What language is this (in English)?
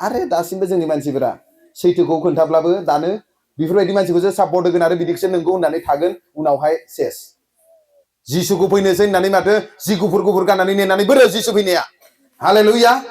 Bodo